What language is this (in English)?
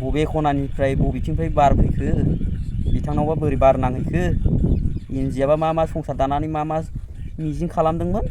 Bodo